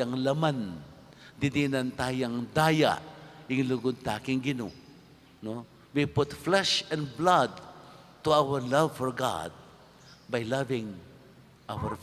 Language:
Pampanga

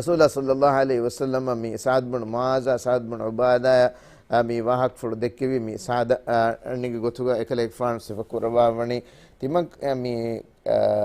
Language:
Divehi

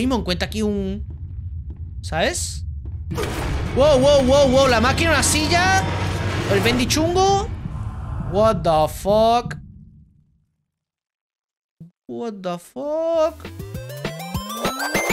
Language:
Spanish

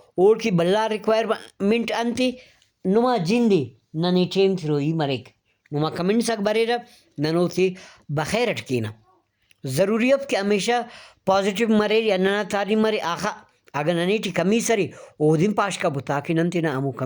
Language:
Brahui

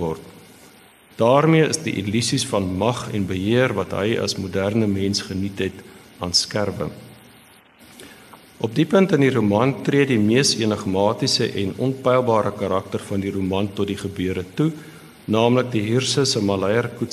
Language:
Afrikaans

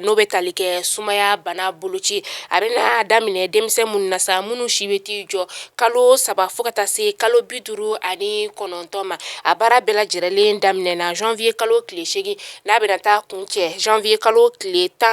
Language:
Bambara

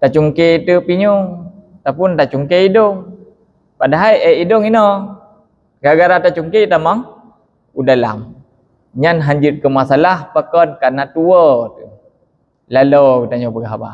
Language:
Achinese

